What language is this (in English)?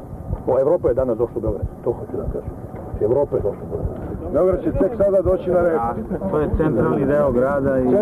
Serbian